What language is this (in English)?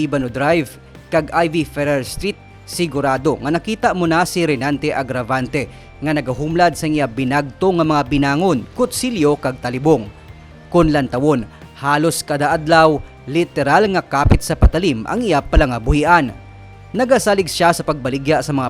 Hiligaynon